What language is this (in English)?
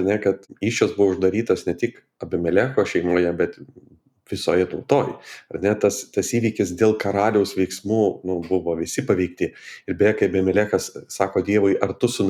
Lithuanian